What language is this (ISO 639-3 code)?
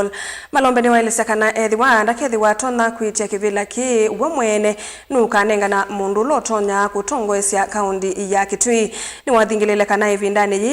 kam